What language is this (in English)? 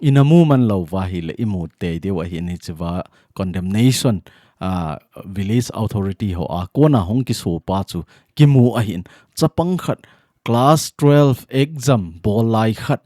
Thado Chin